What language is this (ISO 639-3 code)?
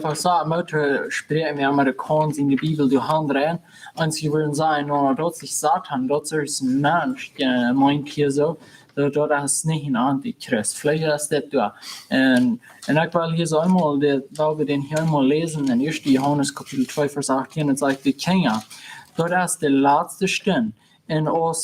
pdt